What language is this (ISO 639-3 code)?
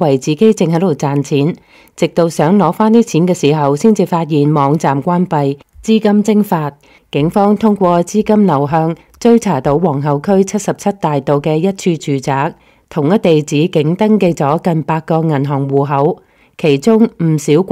yue